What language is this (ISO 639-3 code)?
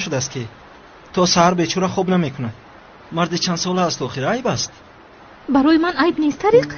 tgk